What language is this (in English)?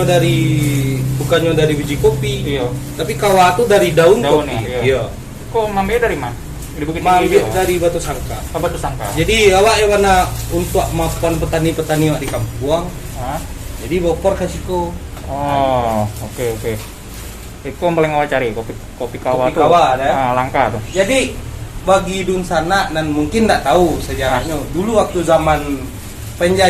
Minangkabau